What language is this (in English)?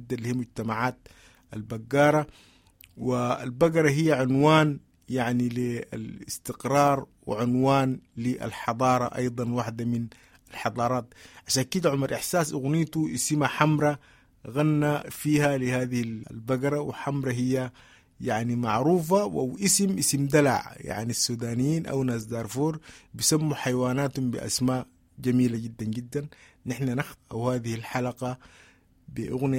Sudanese Arabic